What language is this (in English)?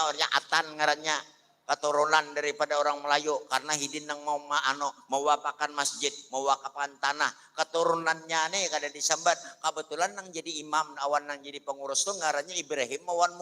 Banjar